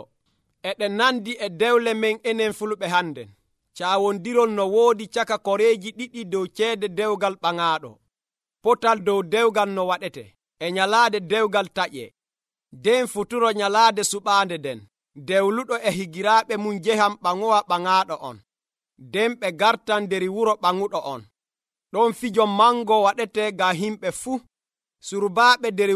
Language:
Nigerian Fulfulde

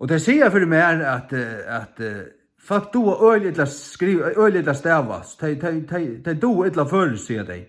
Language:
Faroese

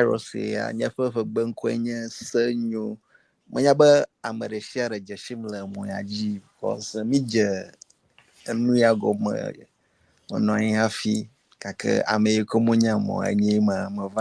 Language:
Ewe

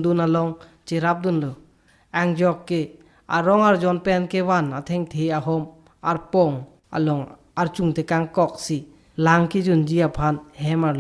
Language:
Karbi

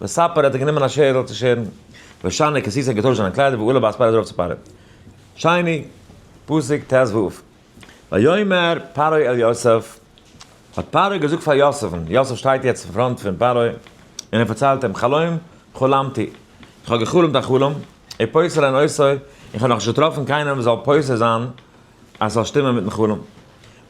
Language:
Yiddish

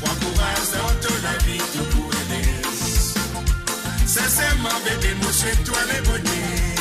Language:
Morisyen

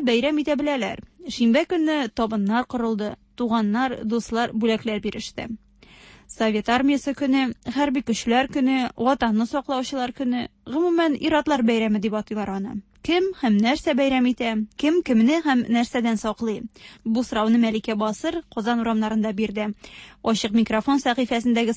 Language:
Tatar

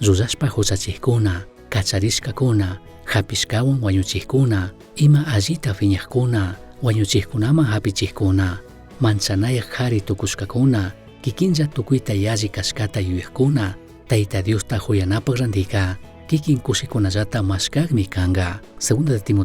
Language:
Chimborazo Highland Quichua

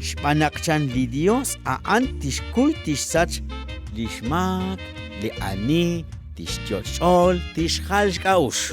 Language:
Kekchí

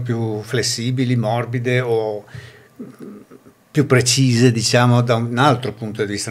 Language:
Italian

